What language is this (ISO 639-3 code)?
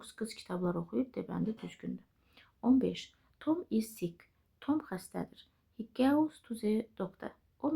aze